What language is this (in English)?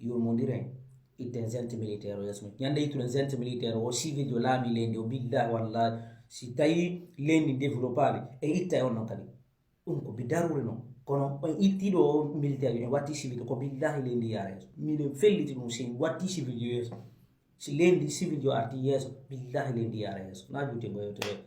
Fula